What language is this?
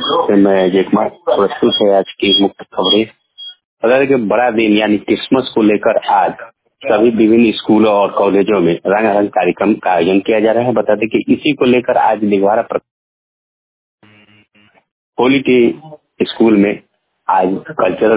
Hindi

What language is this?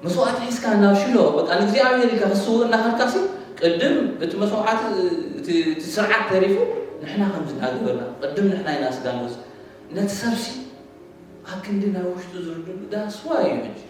Tigrinya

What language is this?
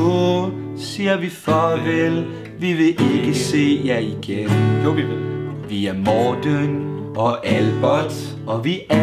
Danish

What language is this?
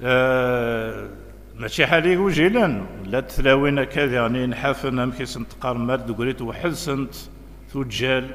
Kabyle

